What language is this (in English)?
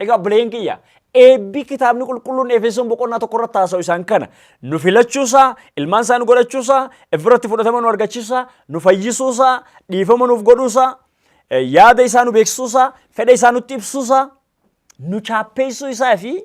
Oromo